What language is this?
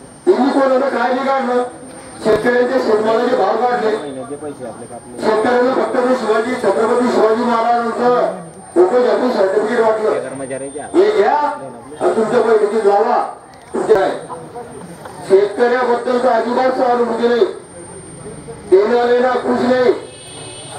Marathi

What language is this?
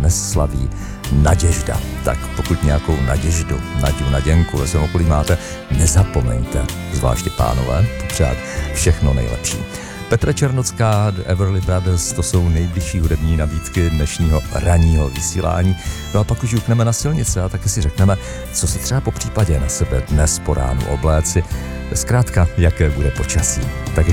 Czech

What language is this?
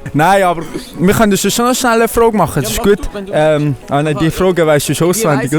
Swiss German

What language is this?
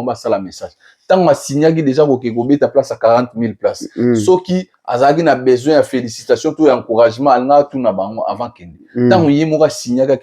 Lingala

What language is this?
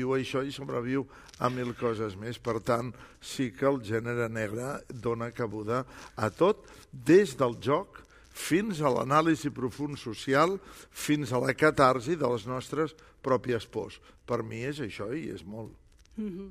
Catalan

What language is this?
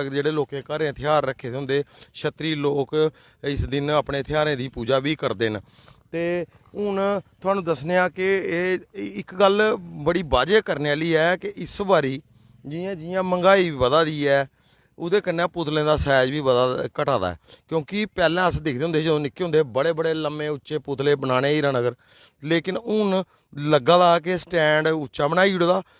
Dogri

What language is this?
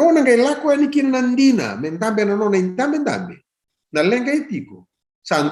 Fijian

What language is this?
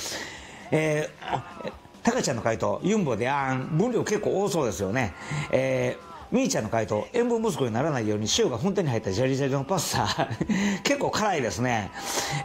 Japanese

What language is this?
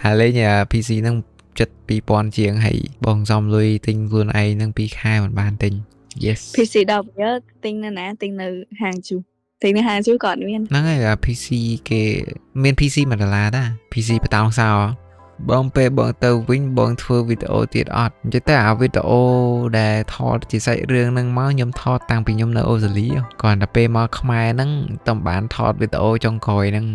Khmer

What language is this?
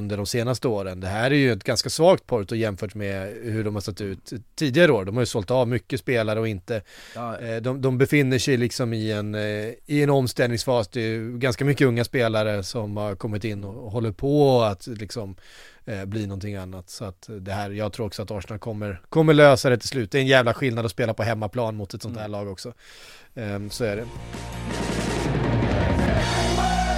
Swedish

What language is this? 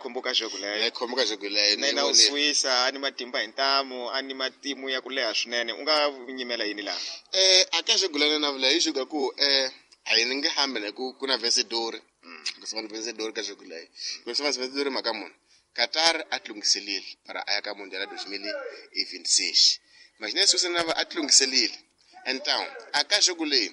Tsonga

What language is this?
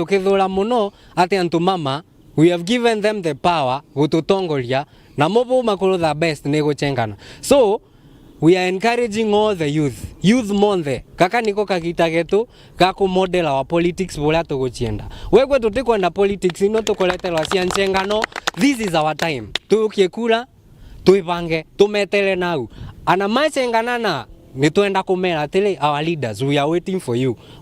Meru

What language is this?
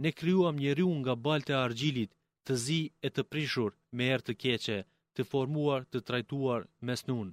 Albanian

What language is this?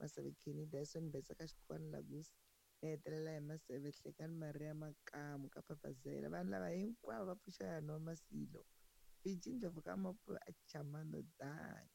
Tsonga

